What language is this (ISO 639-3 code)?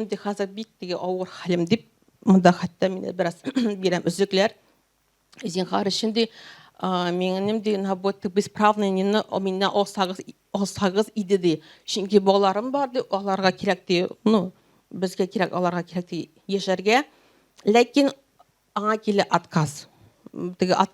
tat